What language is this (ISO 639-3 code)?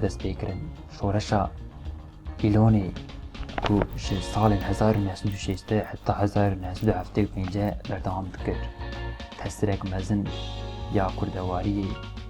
kur